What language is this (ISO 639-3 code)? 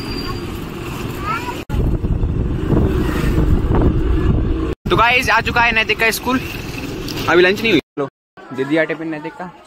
hin